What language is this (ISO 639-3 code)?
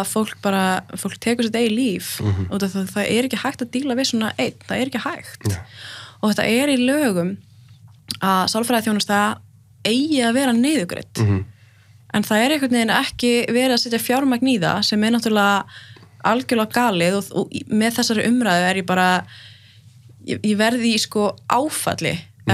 isl